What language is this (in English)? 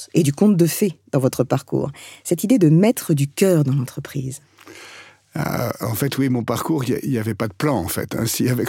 French